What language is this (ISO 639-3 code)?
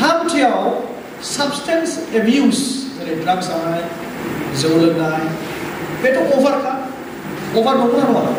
brx